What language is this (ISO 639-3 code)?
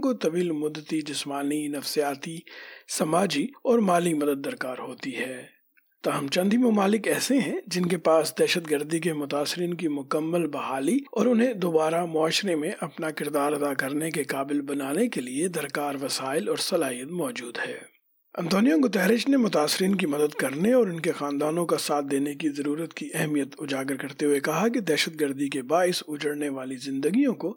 urd